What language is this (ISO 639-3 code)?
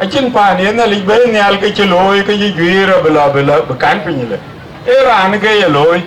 din